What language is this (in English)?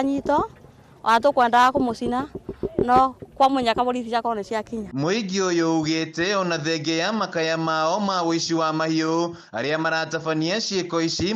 Kikuyu